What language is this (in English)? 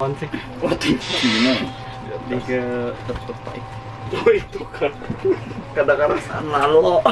Banjar